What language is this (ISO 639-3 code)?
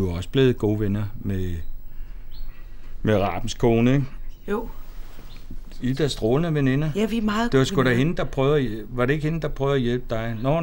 dan